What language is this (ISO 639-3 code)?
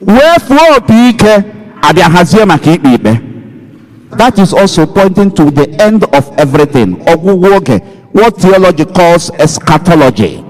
ibo